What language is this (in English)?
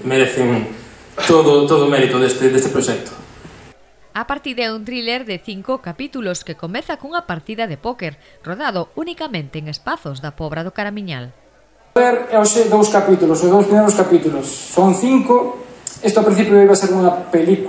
Galician